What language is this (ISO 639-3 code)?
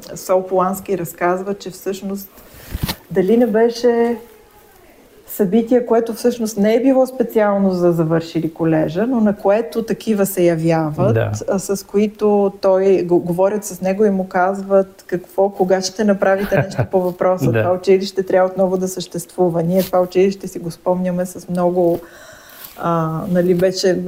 bul